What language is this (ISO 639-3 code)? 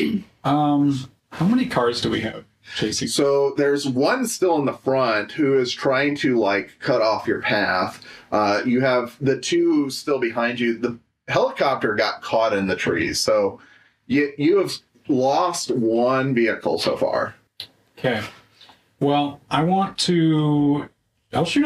eng